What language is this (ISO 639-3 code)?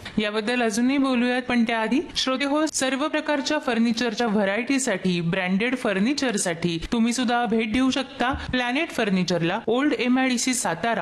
mar